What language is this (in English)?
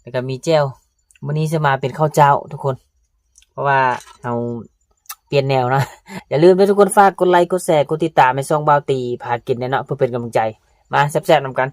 Northeastern Thai